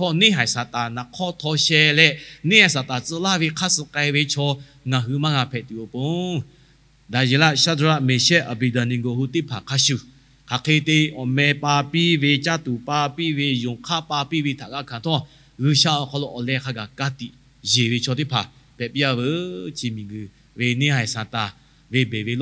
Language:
Lahu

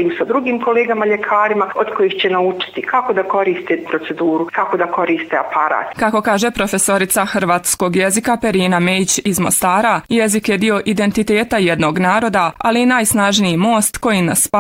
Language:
Bosnian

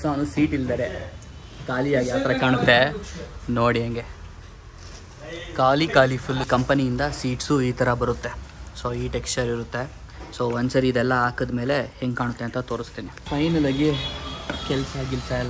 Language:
Kannada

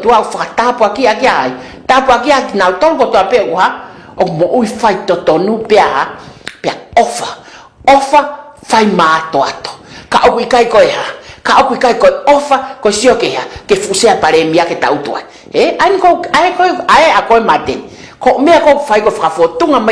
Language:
Tongan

